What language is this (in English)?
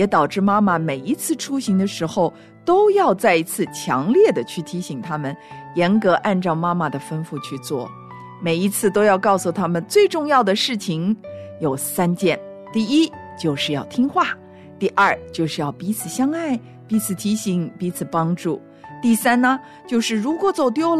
Chinese